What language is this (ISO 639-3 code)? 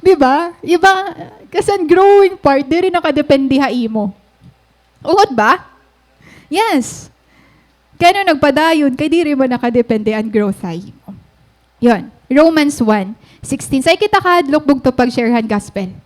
war